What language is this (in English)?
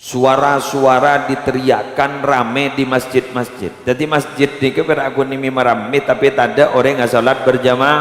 Madurese